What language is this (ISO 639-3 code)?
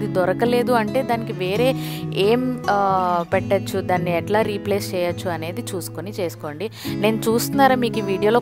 tel